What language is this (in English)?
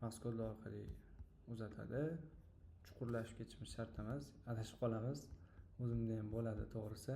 Uzbek